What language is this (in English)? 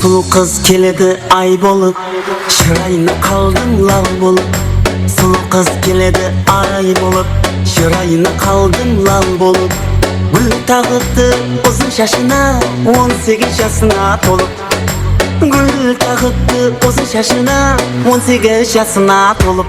Kara-Kalpak